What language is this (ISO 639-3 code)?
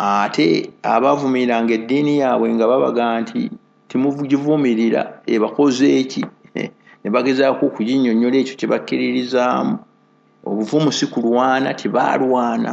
lug